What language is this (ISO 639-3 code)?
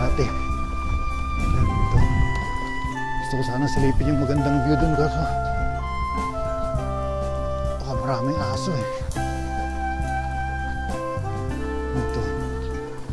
fil